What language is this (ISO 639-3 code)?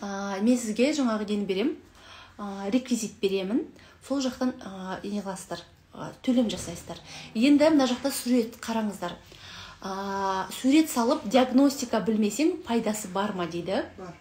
kaz